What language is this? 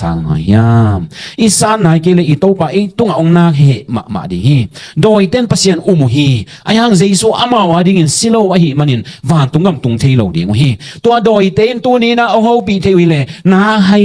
Tedim Chin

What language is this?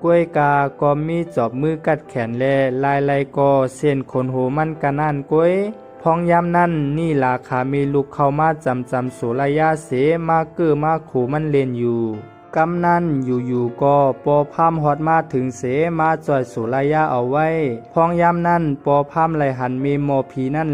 Shan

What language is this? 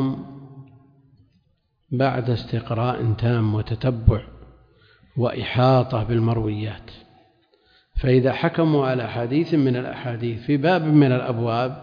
Arabic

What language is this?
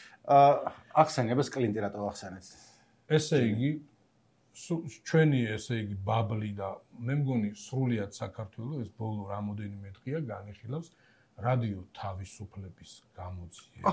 Georgian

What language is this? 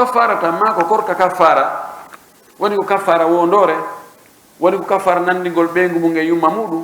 Pular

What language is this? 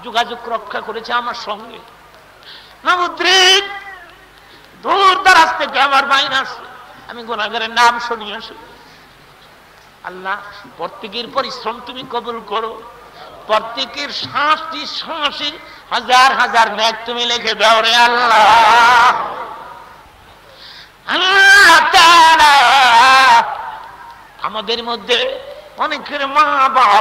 Bangla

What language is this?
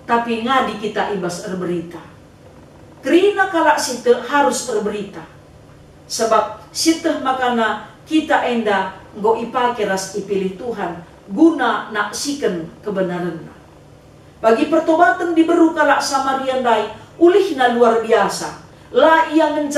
Batak Karo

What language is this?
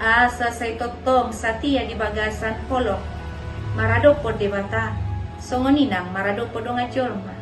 Batak Toba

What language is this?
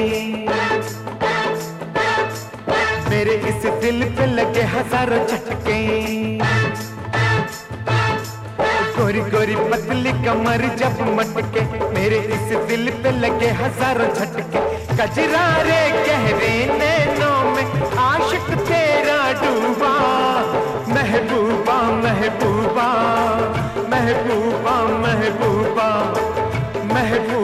Hindi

